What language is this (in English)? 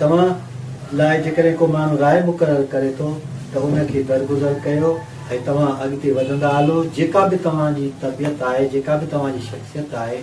Sindhi